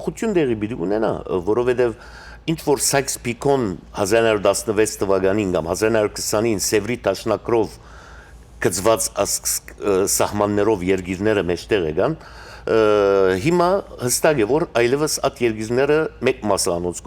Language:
Western Armenian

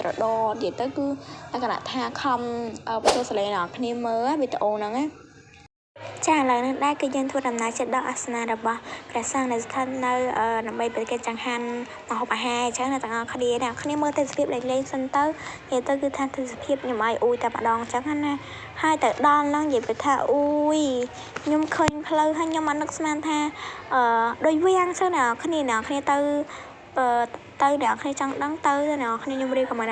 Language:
Khmer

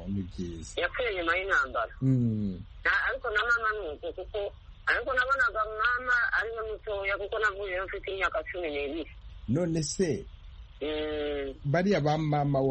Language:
Kinyarwanda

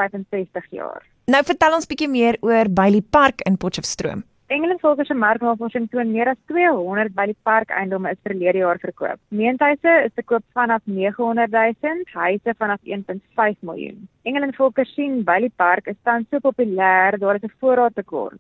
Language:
Afrikaans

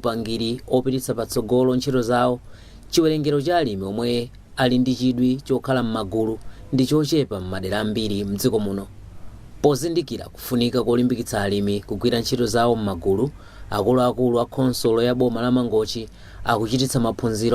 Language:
Nyanja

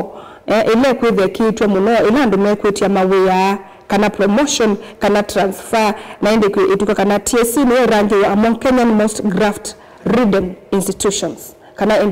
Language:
Kamba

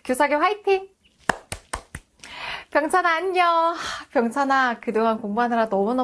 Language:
Korean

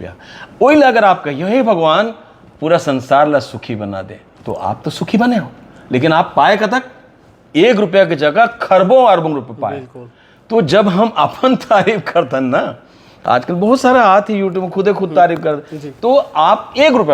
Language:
Chhattisgarhi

